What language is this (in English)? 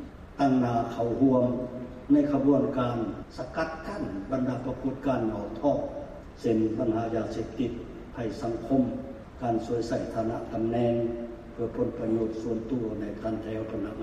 Lao